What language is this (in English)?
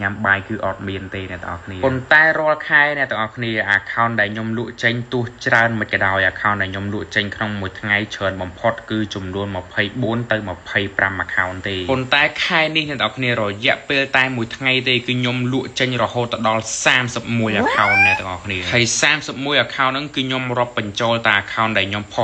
Khmer